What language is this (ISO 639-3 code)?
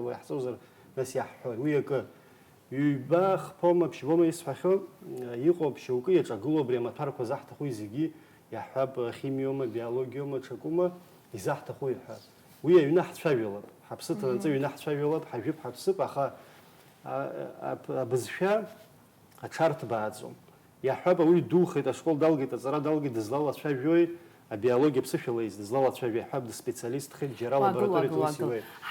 abk